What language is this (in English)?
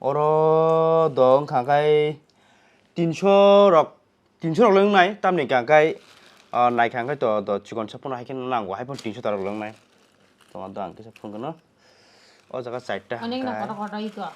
Kok Borok